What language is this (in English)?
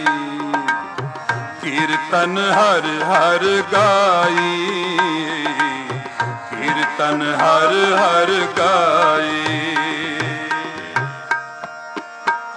Punjabi